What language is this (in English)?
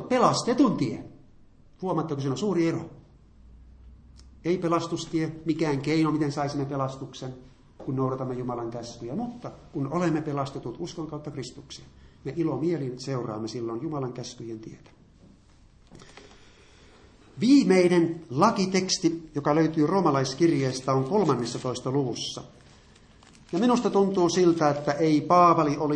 Finnish